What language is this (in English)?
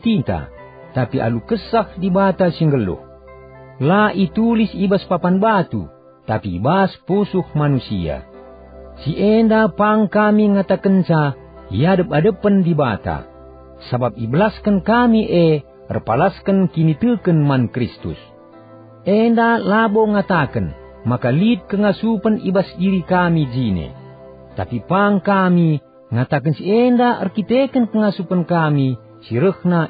Batak Karo